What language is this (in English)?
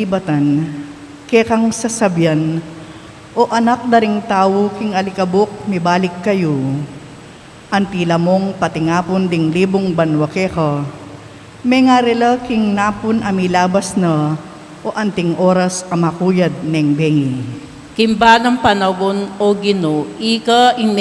Pampanga